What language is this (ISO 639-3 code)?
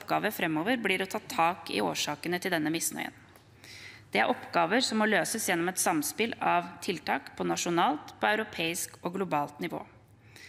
nor